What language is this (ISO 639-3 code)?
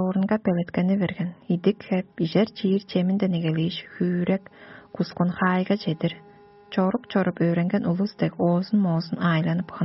tyv